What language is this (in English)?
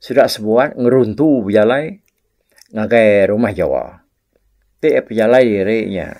Iban